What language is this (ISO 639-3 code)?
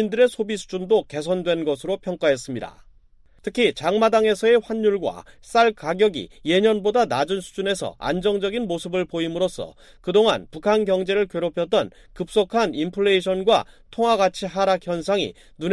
kor